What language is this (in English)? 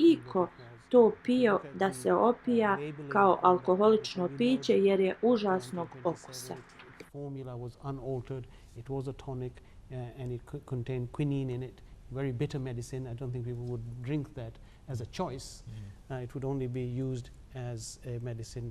Bosnian